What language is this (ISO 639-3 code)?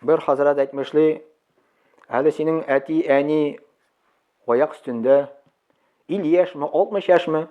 tat